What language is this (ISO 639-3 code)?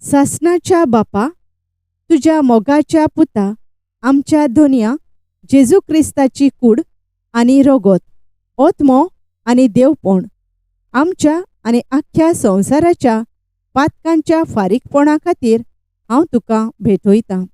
kok